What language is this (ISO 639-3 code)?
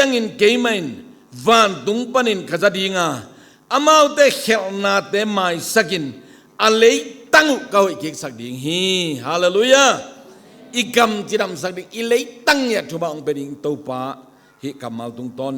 ctd